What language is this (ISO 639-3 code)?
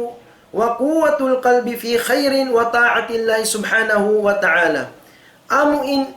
tsg